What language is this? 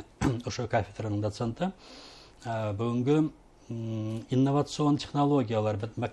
Bashkir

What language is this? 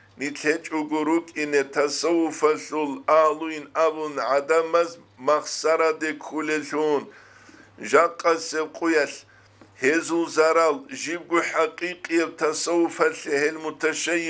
Avaric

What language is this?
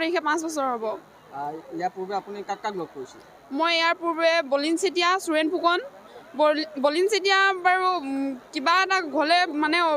Assamese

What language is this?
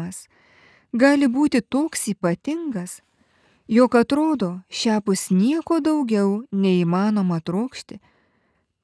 Lithuanian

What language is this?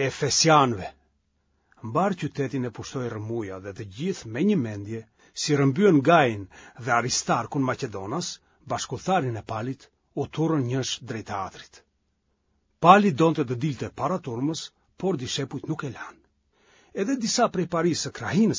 Albanian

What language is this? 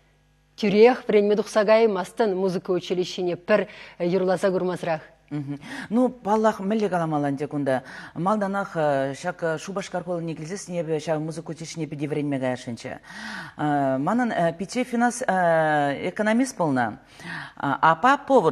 Chuvash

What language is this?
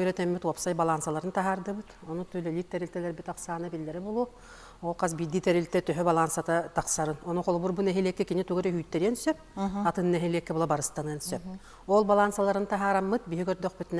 Yakut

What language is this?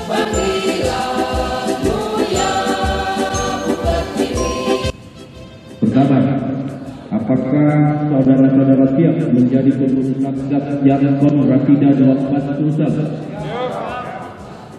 Indonesian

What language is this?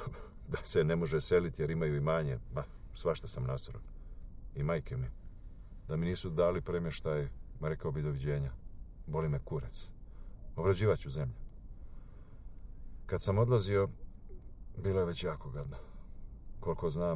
Croatian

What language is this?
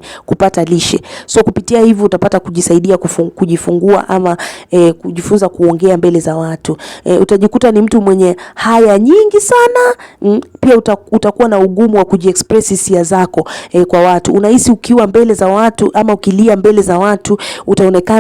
Swahili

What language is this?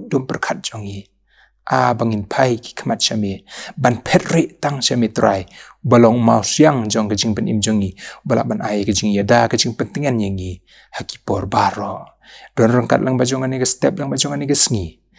Khasi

